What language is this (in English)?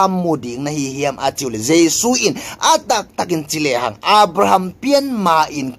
Tedim Chin